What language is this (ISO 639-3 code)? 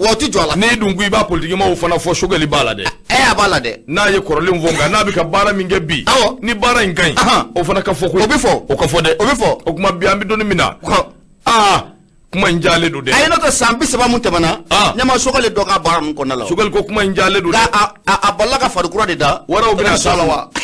bam